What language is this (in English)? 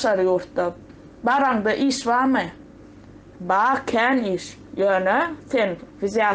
Turkmen